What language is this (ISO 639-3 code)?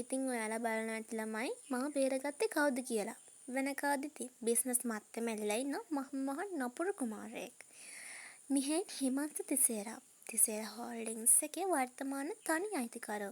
sin